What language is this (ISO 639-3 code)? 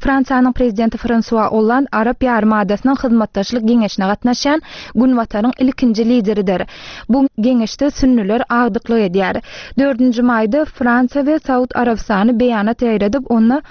tuk